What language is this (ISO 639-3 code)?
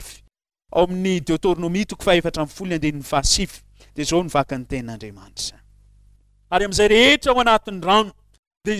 mlg